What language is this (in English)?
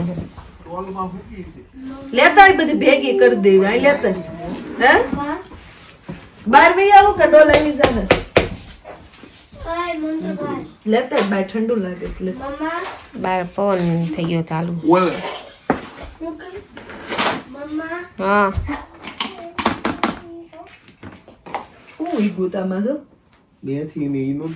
Gujarati